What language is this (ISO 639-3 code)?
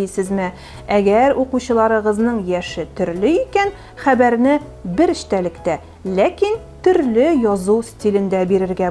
tat